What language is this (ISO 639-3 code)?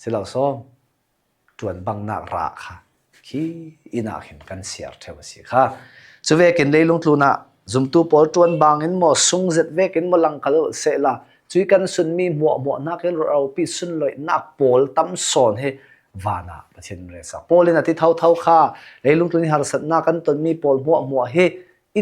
cfm